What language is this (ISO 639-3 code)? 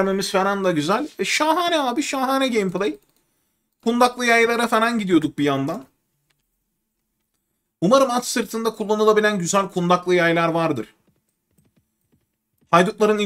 tur